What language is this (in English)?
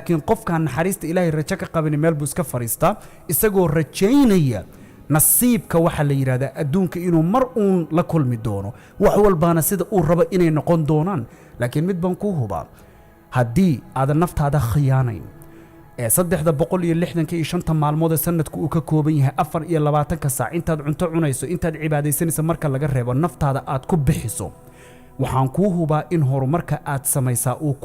Somali